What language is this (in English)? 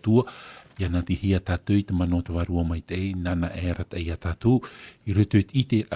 Tahitian